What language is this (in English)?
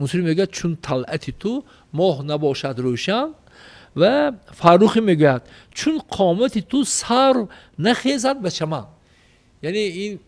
Tajik